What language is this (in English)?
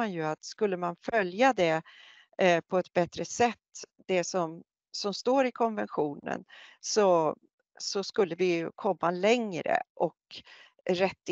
Swedish